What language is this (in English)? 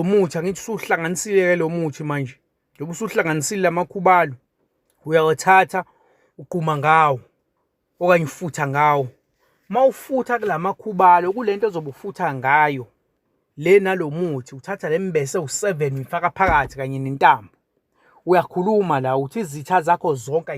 Zulu